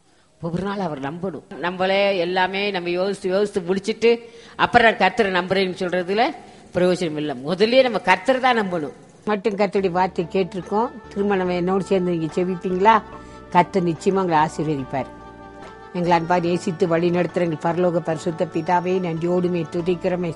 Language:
Tamil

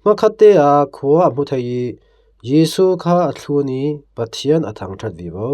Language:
Falam Chin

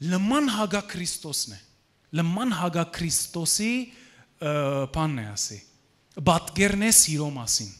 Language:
Western Armenian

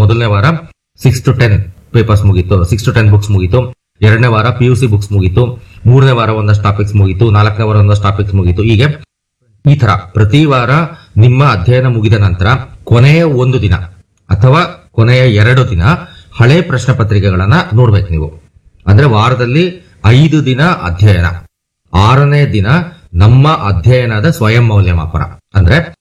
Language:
Kannada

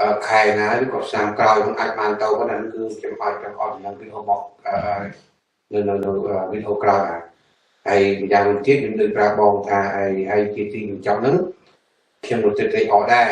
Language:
Khmer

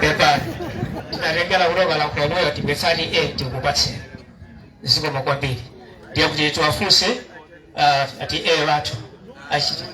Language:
Nyanja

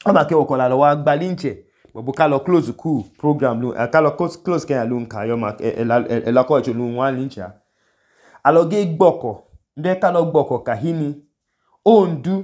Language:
Idoma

